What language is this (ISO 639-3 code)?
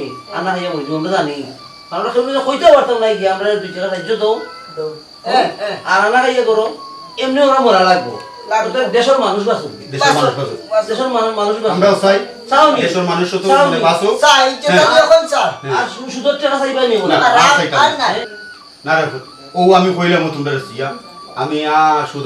syl